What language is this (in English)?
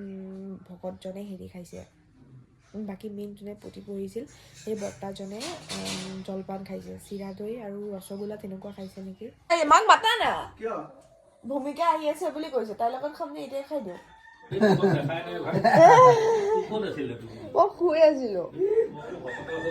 Assamese